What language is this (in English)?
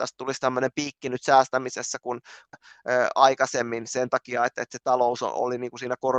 Finnish